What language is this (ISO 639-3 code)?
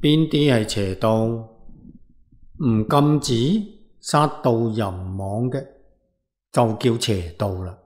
yue